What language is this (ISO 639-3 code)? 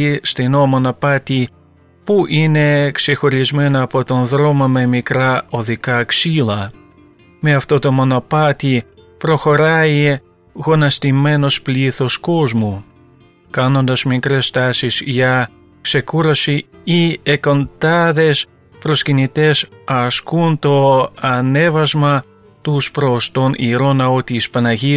ell